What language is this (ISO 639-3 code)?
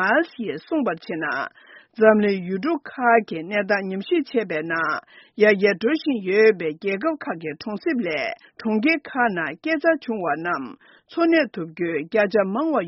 bod